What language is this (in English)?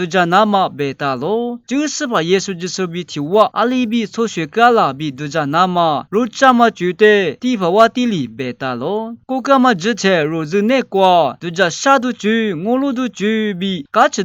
Lisu